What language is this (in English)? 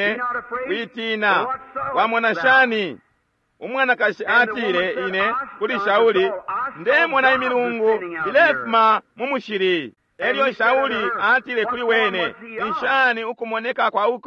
Bemba